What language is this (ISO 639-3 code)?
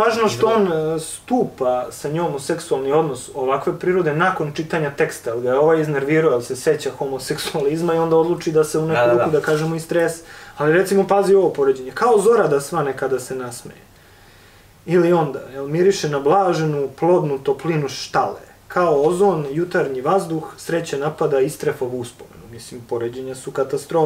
srp